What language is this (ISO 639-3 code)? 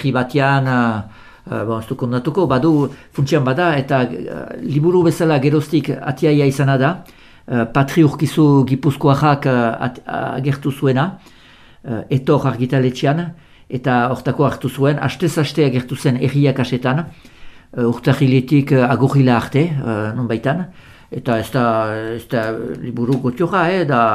eus